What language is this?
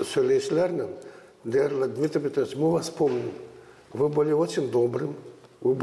Gagauz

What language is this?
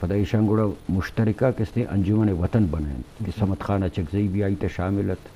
Eastern Balochi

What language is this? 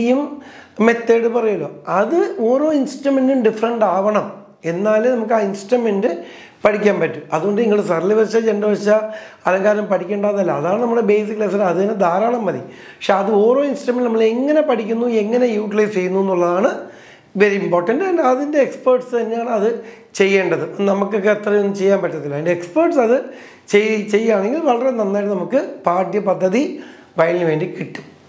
Malayalam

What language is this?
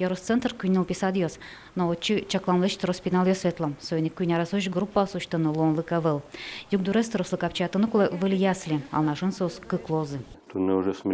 Udmurt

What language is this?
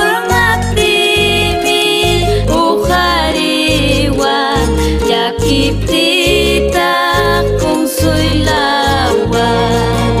Ayacucho Quechua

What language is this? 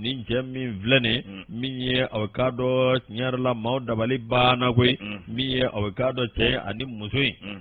Bambara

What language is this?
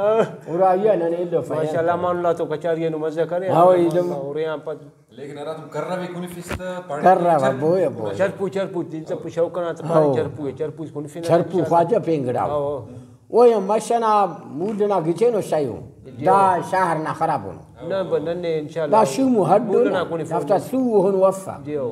Brahui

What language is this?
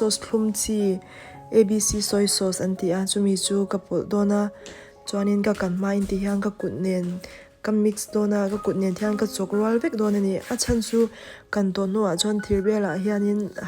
Mizo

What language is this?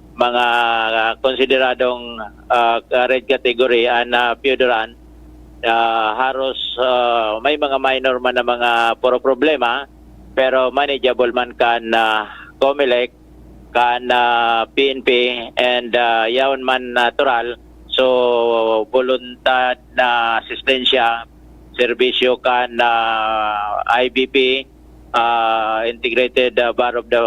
Bikol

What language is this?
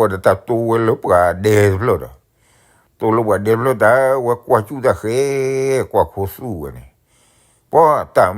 S'gaw Karen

